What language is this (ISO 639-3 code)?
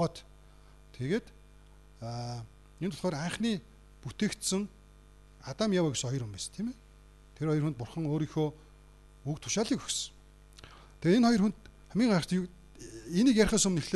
mon